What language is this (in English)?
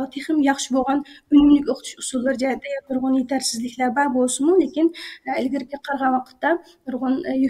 Uyghur